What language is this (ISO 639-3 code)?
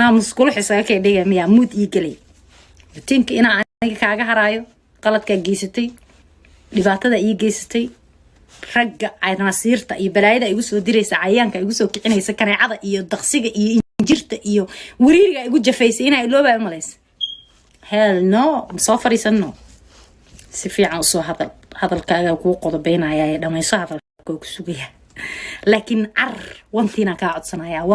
som